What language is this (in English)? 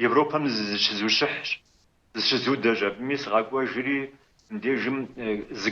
Kabardian